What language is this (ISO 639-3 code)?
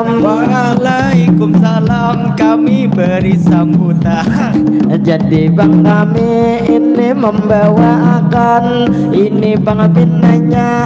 bjn